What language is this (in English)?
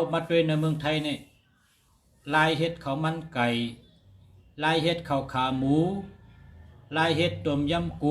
Shan